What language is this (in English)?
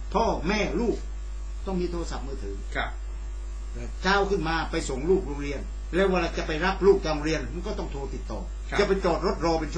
Thai